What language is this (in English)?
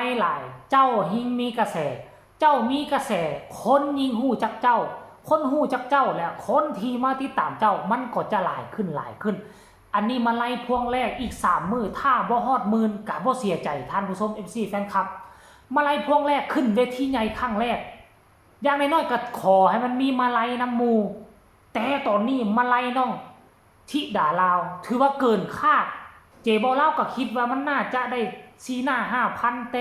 Northeastern Thai